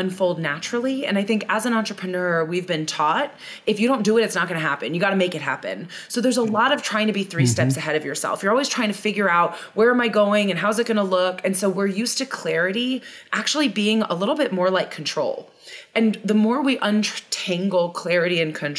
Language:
English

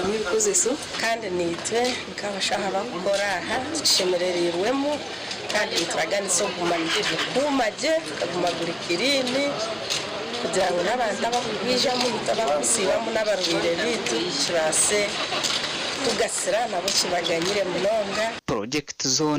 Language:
Nyankole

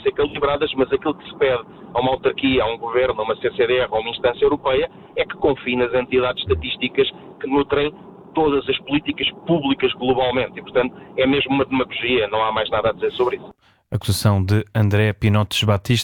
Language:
Portuguese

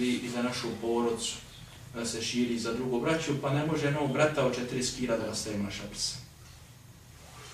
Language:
Bosnian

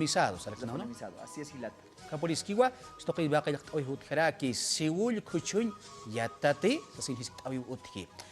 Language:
Aymara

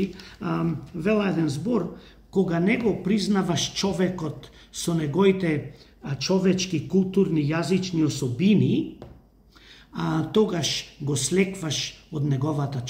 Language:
Macedonian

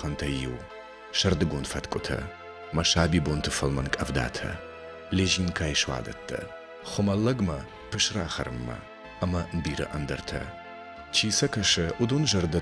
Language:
Ossetic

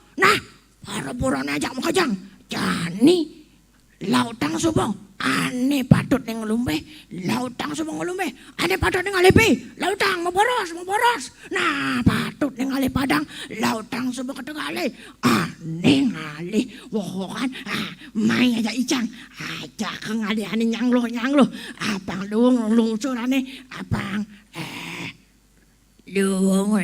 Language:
Balinese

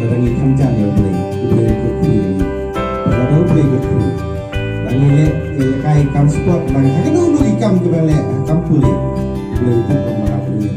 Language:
Khasi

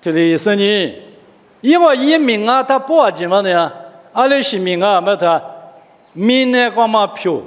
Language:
Lisu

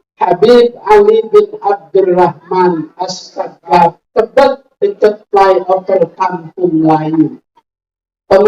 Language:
Betawi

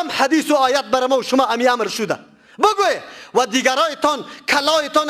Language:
Persian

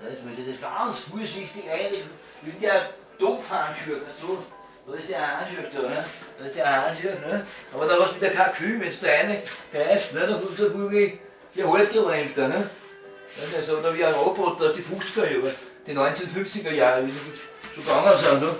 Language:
Bavarian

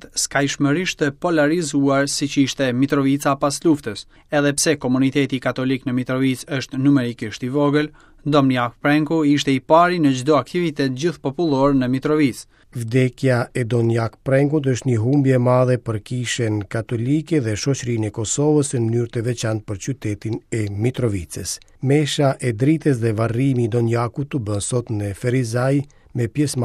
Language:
Albanian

